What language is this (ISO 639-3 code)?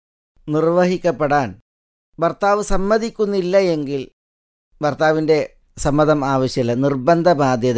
mal